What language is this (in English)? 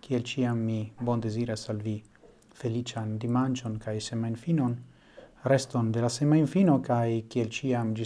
Esperanto